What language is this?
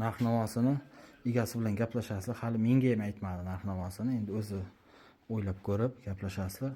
Uzbek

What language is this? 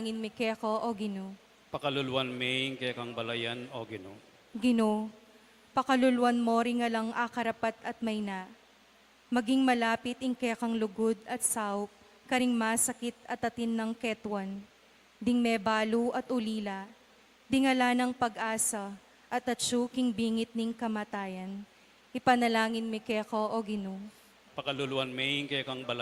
Pampanga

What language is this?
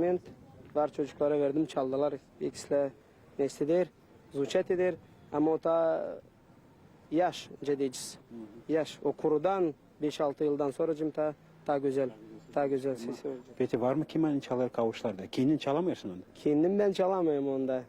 Gagauz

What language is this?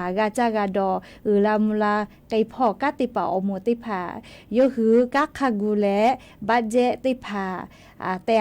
Lahu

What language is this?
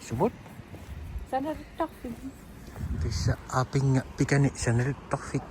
Kalaallisut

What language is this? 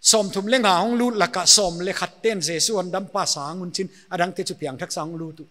Paite Chin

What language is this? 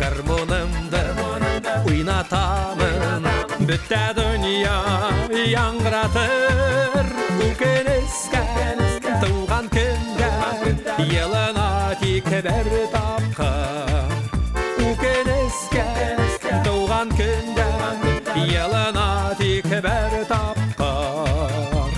Bashkir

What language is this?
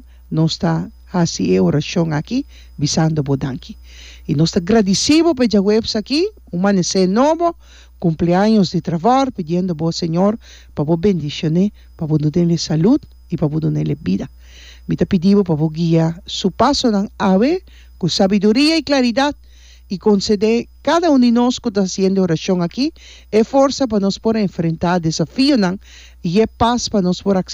Papiamento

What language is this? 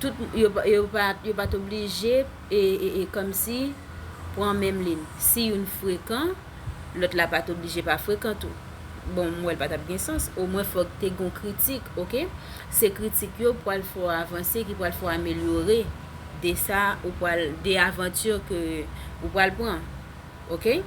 Haitian Creole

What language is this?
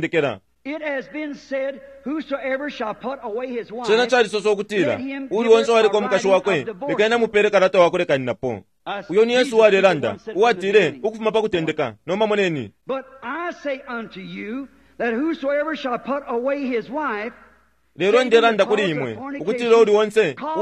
Bemba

